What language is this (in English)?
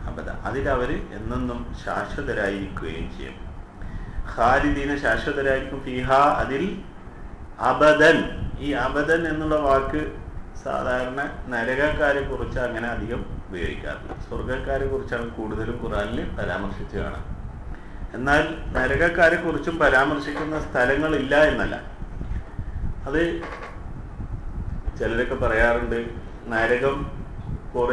Malayalam